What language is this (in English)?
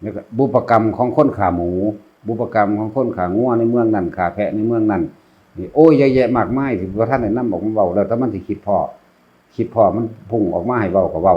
Northeastern Thai